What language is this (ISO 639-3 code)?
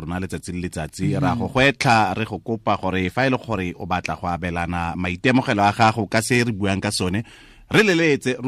tsn